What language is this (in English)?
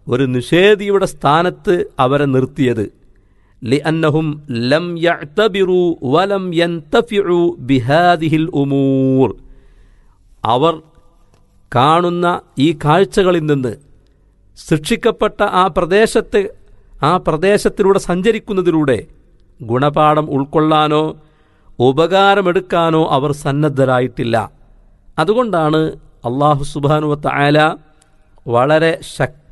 Malayalam